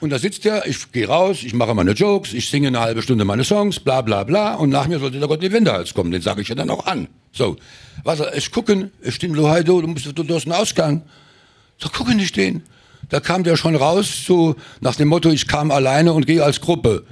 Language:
Luxembourgish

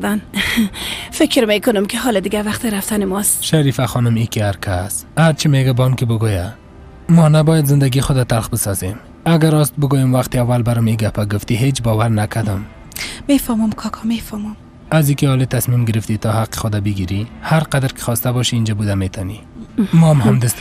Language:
Persian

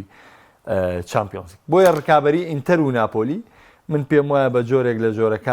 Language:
Central Kurdish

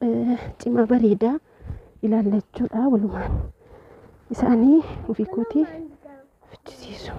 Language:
Oromo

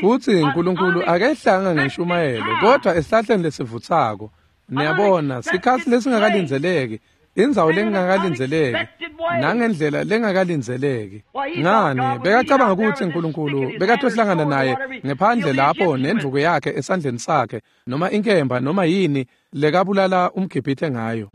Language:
Swati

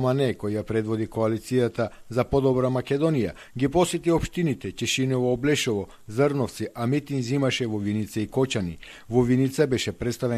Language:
Macedonian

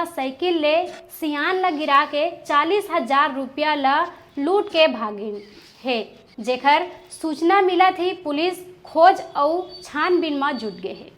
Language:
Chhattisgarhi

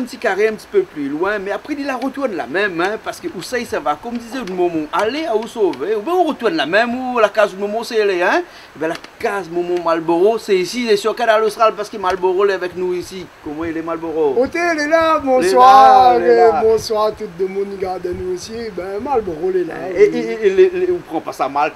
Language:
Réunion Creole French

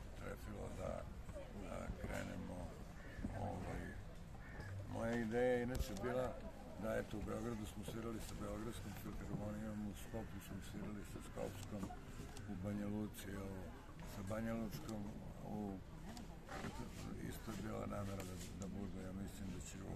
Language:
Serbian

